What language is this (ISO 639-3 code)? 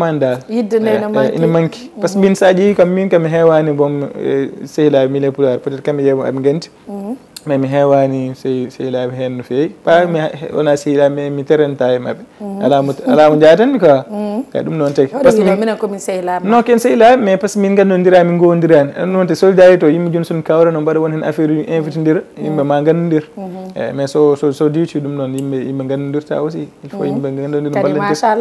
ful